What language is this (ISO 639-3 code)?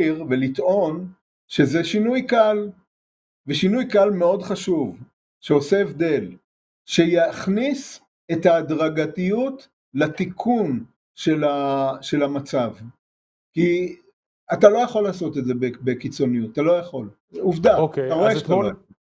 heb